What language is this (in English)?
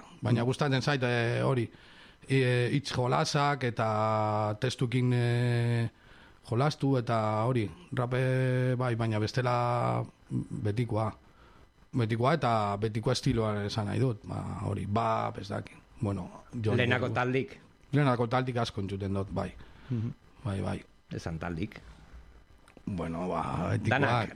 Basque